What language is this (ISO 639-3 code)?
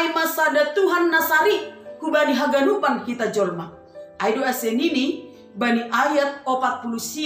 bts